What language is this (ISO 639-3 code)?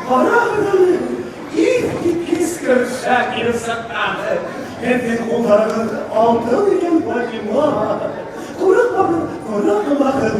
bak